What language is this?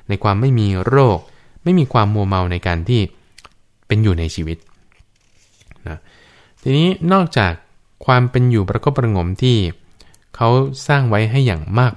Thai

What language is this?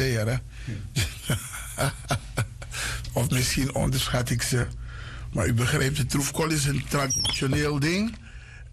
Dutch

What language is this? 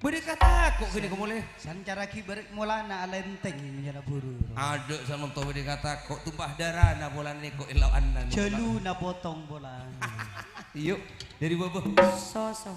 Madurese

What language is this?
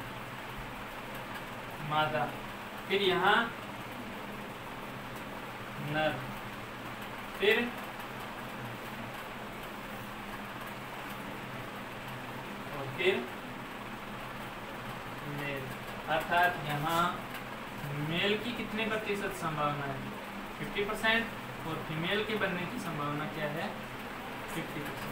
Hindi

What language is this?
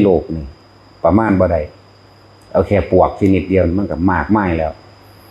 Northeastern Thai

